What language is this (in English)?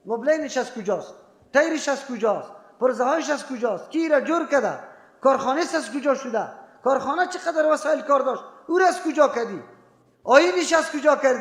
Persian